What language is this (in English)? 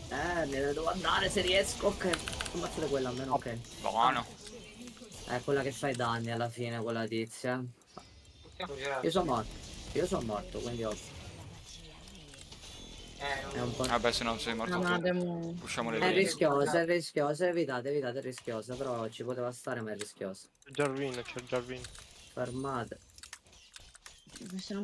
Italian